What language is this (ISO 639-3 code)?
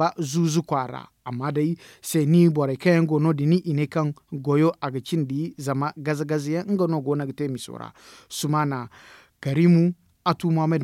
dje